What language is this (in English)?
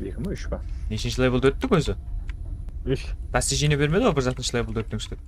Kara-Kalpak